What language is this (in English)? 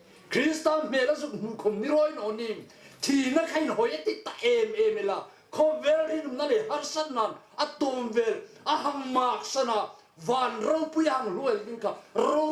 Hmar